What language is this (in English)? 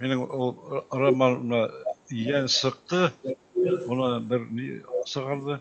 Bashkir